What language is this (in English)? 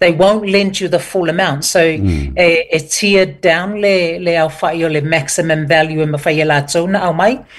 Samoan